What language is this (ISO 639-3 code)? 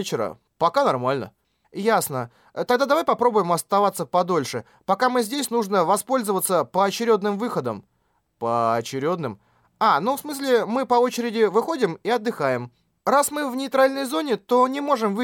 rus